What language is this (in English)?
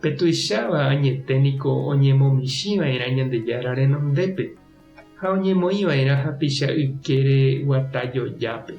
Guarani